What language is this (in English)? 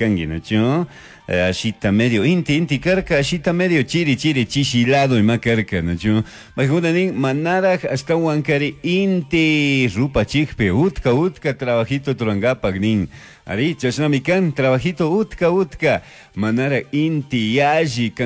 Chimborazo Highland Quichua